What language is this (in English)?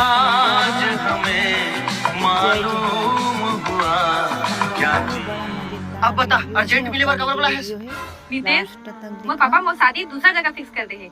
Chhattisgarhi